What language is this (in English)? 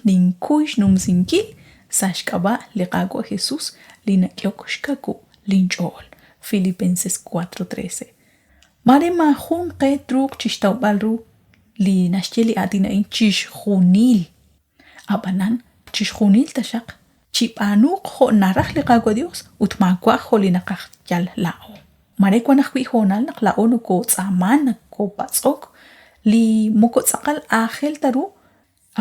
Kekchí